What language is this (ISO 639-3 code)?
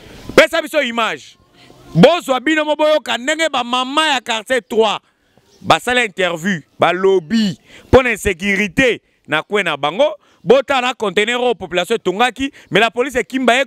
lin